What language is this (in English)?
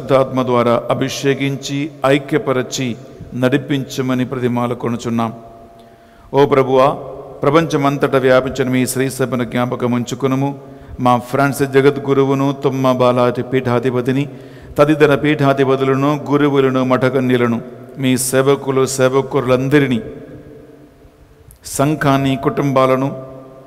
Telugu